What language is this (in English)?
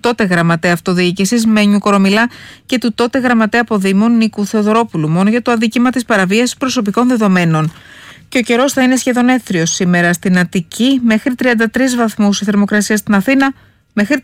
Greek